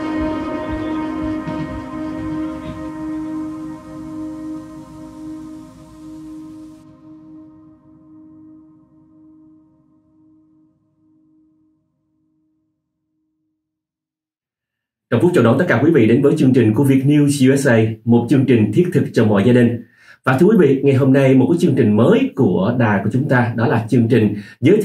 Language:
Vietnamese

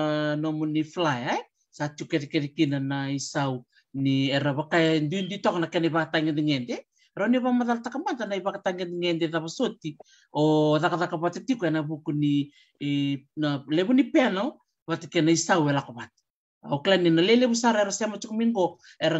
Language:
Fijian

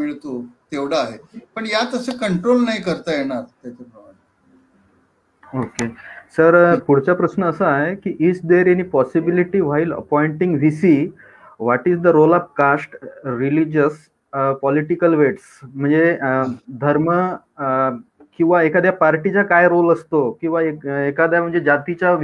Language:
Marathi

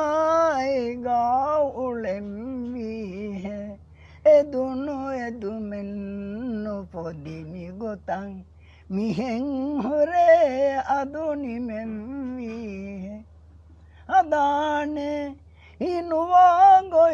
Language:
Divehi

